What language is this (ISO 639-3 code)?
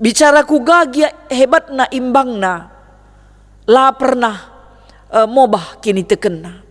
btx